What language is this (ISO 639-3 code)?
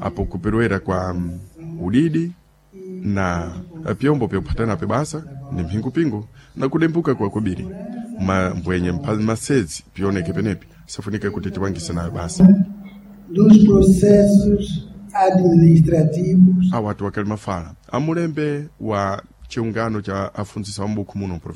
seh